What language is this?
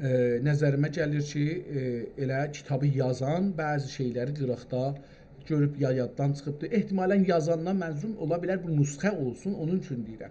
South Azerbaijani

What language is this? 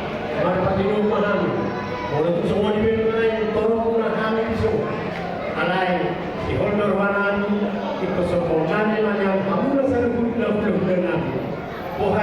Batak Toba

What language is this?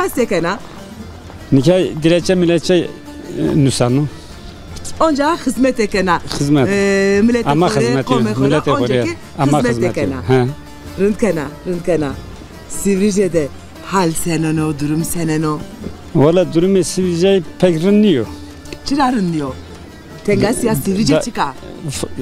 Zaza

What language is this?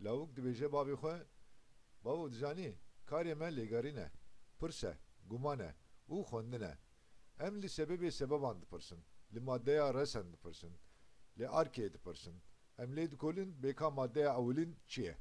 Kurdish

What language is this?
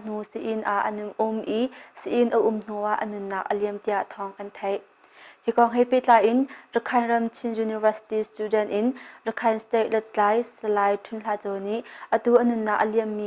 Hakha Chin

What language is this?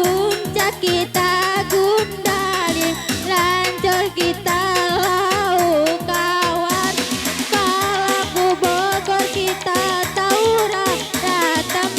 Batak Karo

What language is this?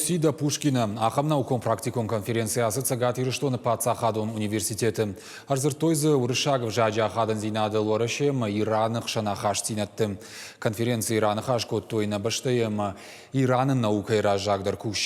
Ossetic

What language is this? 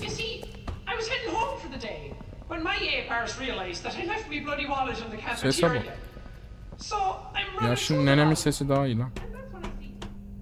Turkish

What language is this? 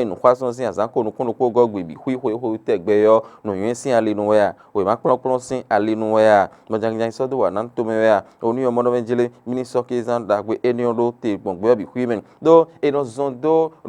Fon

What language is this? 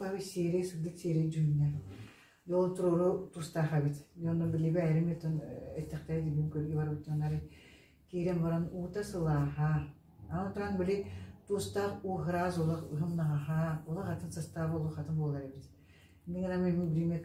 Yakut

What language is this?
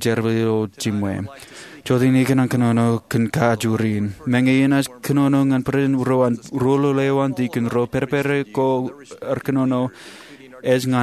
Marshallese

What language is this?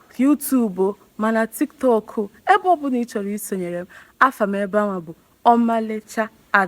Igbo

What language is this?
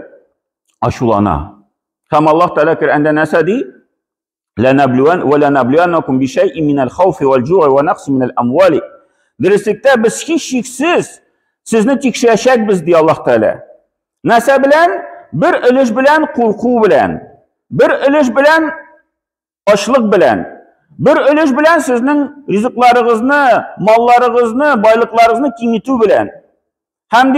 Tatar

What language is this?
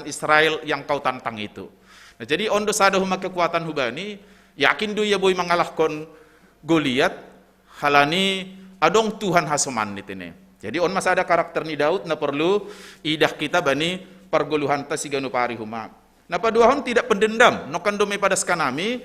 Batak Simalungun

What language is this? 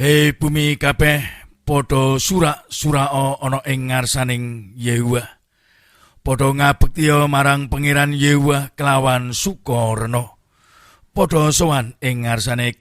Javanese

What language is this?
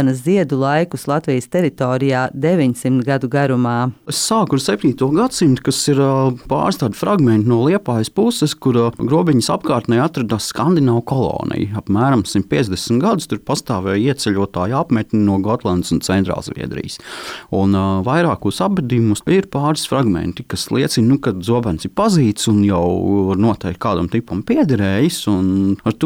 Latvian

